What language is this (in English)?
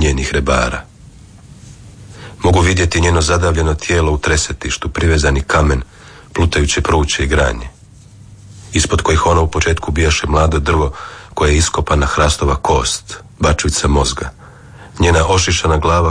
Croatian